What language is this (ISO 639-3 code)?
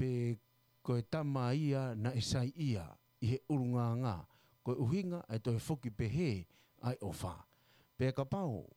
ton